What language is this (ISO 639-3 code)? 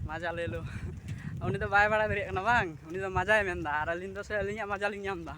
sat